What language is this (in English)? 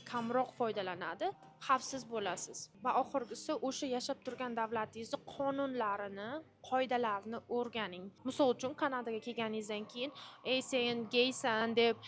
Uzbek